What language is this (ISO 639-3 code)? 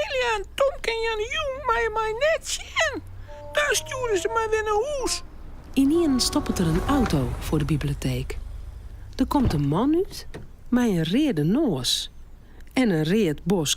fry